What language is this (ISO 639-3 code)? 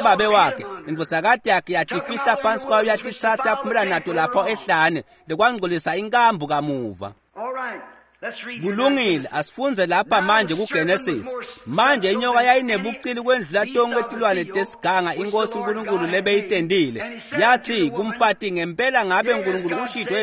ssw